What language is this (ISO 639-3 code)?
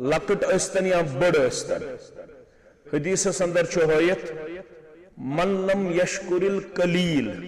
kas